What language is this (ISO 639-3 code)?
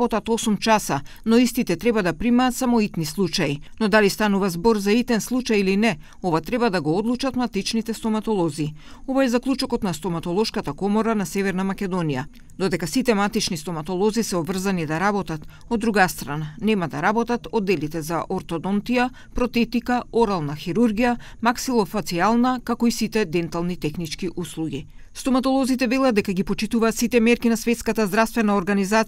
mkd